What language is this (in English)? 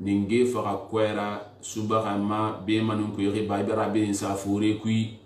Susu